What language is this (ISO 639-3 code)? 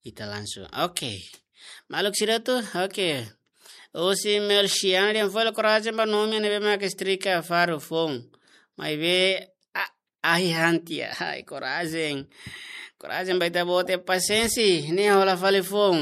tet